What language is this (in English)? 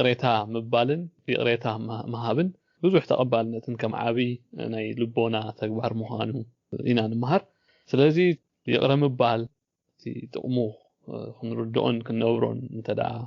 Tigrinya